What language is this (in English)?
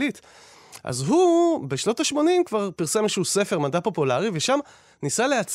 Hebrew